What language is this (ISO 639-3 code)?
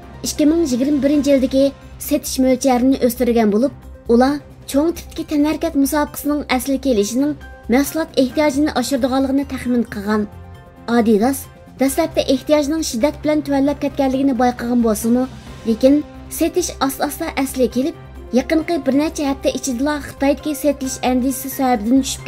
uig